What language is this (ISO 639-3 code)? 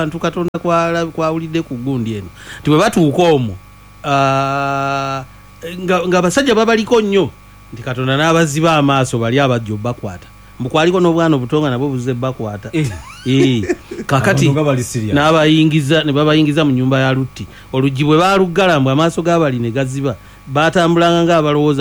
lug